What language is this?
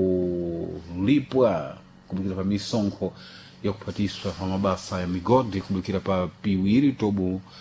Sena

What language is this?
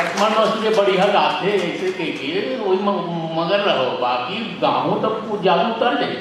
Chhattisgarhi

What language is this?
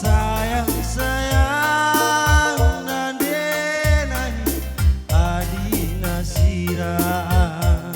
Batak Karo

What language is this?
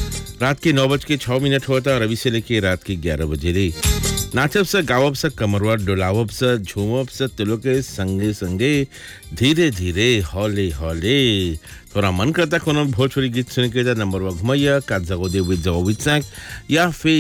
Bhojpuri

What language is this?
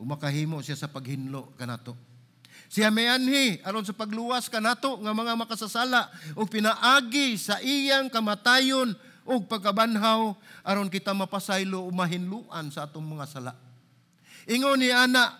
Cebuano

